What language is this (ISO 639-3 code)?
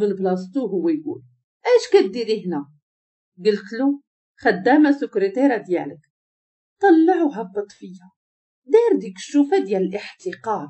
ary